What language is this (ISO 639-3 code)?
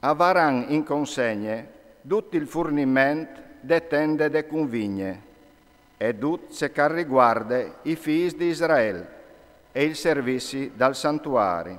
fur